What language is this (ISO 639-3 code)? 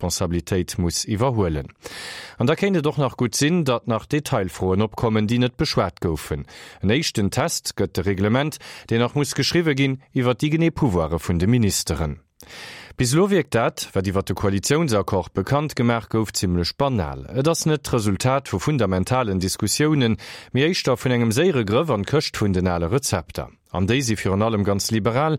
ltz